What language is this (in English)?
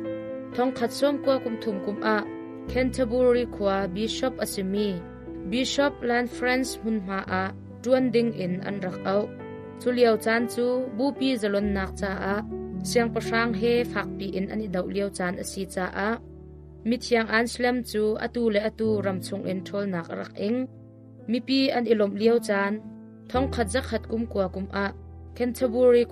Hakha Chin